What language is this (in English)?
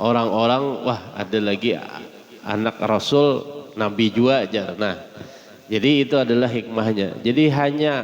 Banjar